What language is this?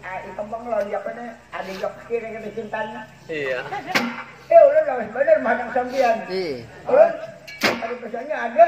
Banjar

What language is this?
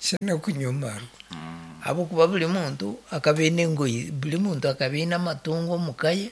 Nyankole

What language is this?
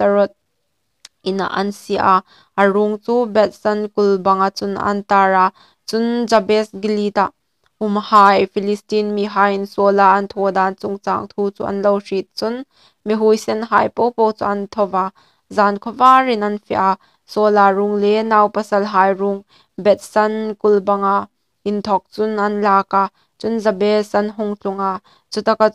Hmar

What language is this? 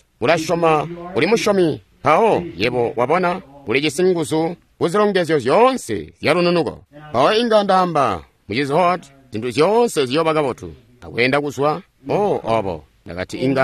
Tonga (Zambia)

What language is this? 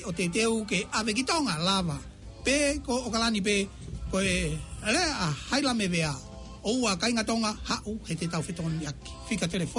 Tongan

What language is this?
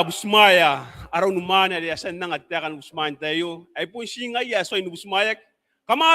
Gilbertese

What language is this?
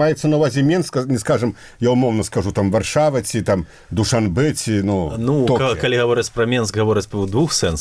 Belarusian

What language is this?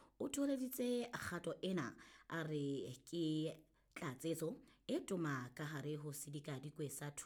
Southern Sotho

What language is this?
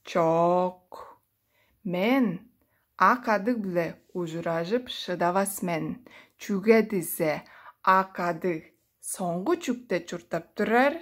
Tuvinian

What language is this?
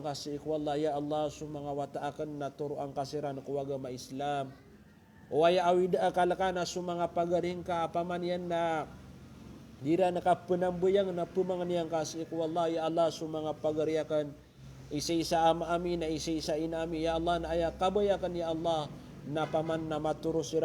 Maranao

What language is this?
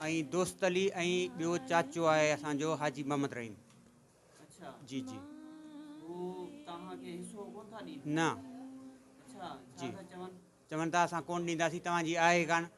Sindhi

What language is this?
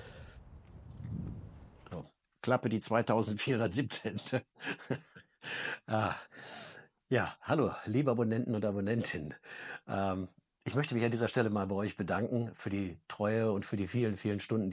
German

